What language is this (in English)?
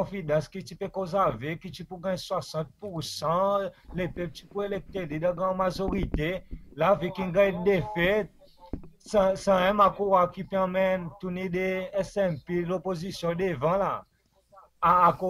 Seselwa Creole French